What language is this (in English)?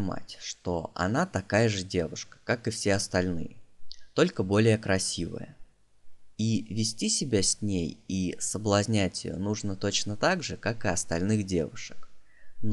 Russian